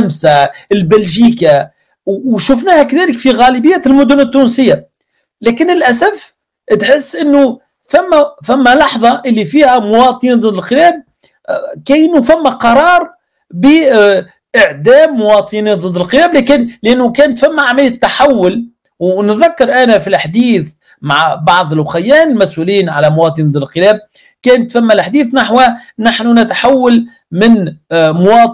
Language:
Tunisian Arabic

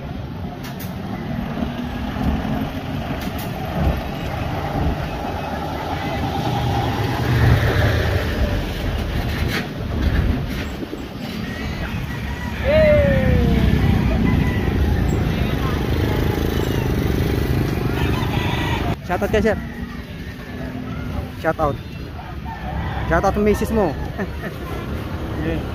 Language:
Filipino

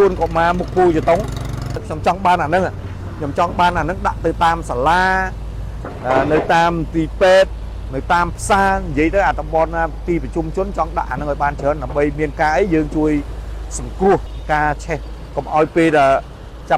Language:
Khmer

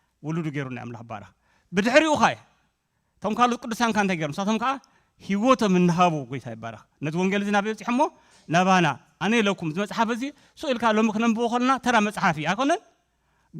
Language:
Tigrinya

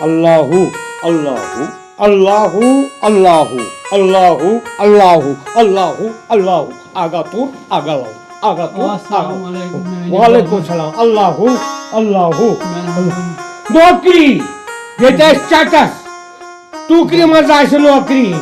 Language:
Kashmiri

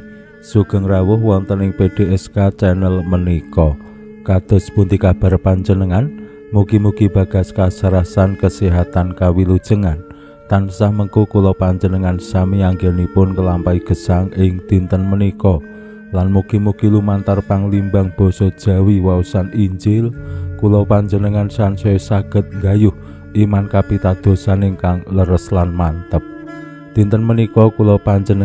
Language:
Javanese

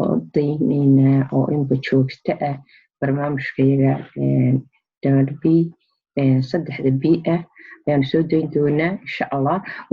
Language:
Somali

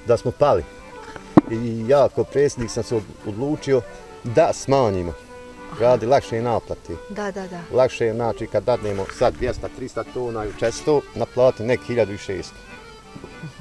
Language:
Bosnian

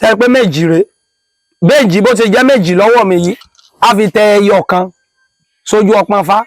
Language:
Yoruba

